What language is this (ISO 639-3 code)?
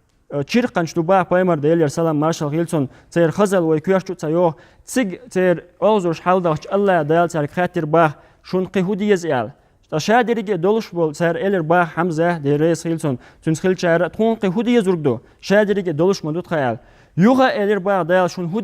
che